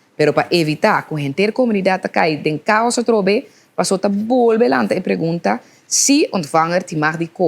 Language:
Papiamento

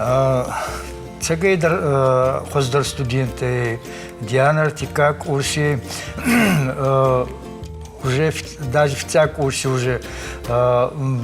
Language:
Ossetic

